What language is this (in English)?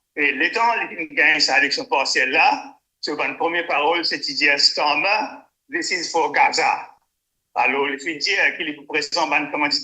Morisyen